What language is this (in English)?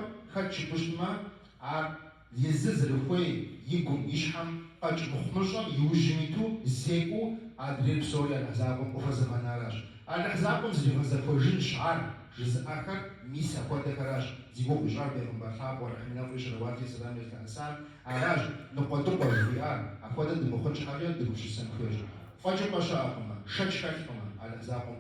Kabardian